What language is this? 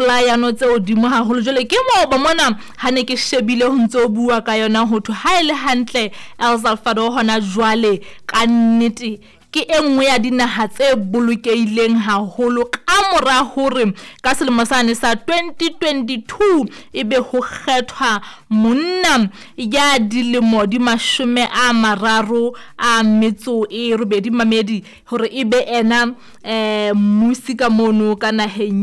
Southern Sotho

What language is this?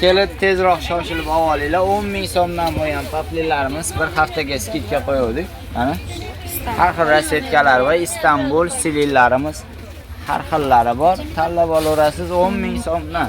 Uzbek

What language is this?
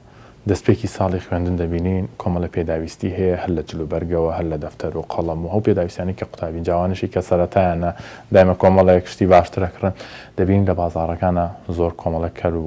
Central Kurdish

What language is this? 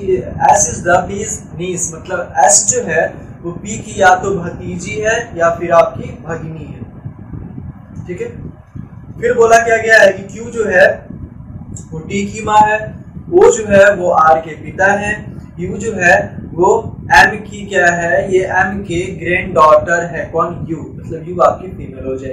Hindi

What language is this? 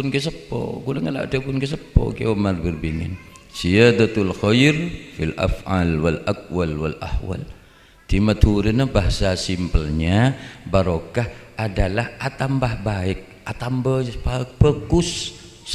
Madurese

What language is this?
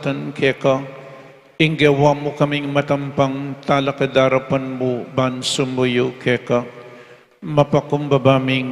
Pampanga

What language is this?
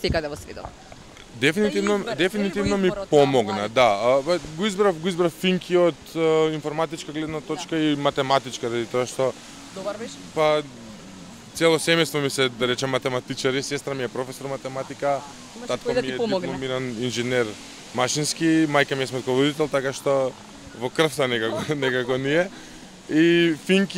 Macedonian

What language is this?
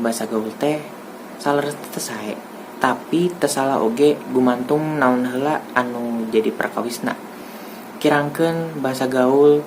Sundanese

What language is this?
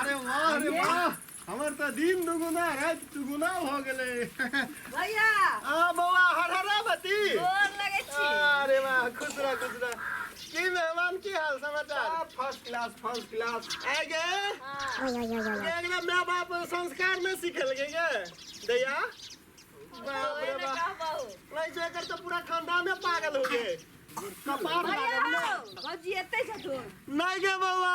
Maithili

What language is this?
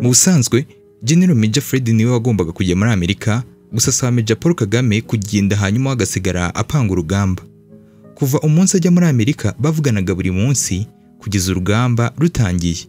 Kinyarwanda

